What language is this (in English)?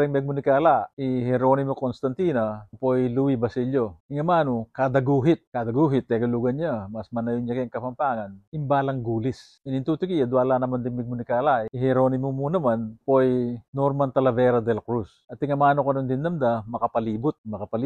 Pampanga